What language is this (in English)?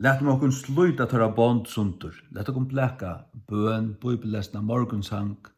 Faroese